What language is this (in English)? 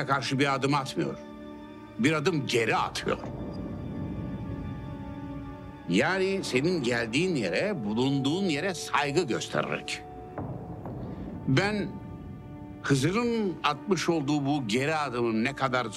Turkish